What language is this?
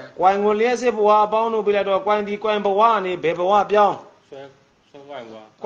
Burmese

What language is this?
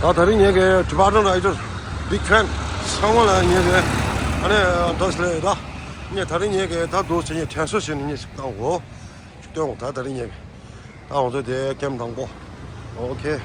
Tibetan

